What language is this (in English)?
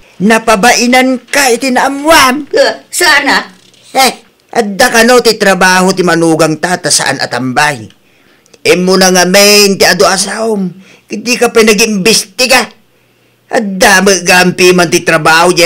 Iloko